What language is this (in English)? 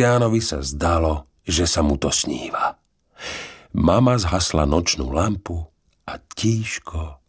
Slovak